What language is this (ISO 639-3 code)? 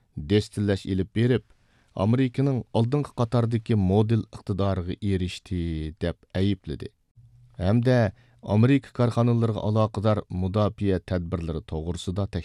uig